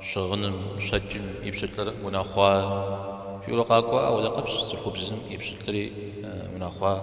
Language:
Kabardian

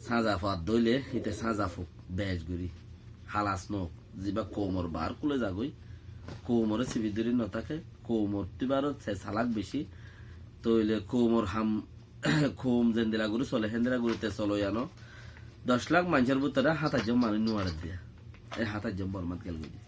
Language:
Rohingya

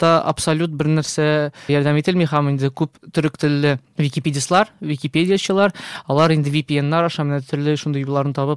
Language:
Tatar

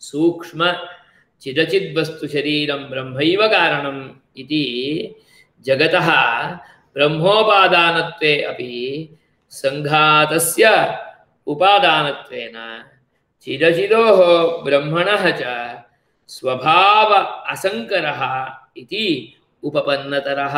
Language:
Sanskrit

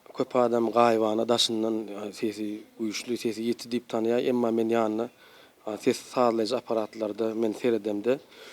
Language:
Turkmen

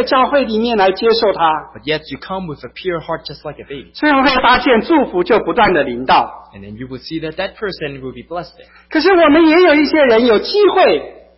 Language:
Chinese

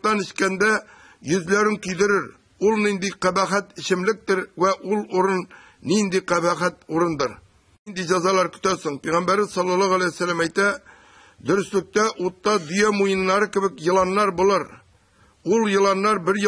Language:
Tatar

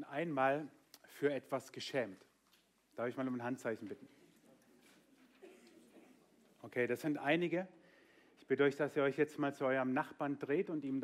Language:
German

